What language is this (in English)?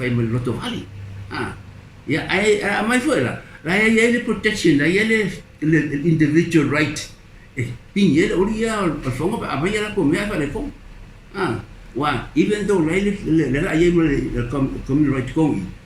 Samoan